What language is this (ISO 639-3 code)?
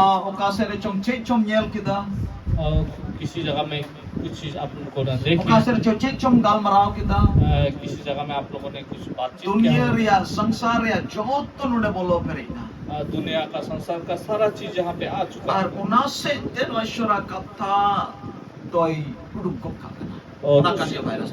sat